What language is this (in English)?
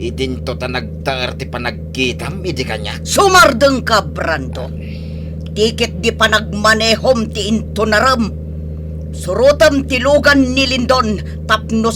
Iloko